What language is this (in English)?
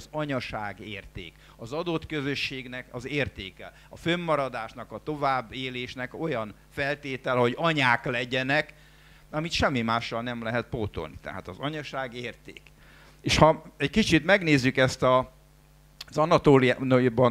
Hungarian